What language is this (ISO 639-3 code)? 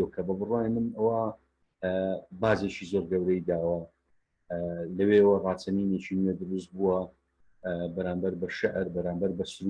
ckb